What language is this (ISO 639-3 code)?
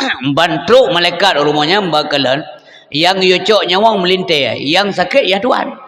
ace